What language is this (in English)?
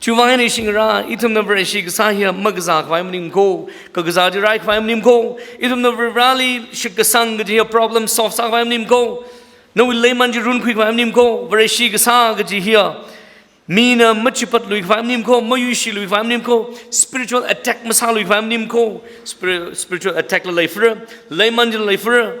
Tangkhul Naga (India)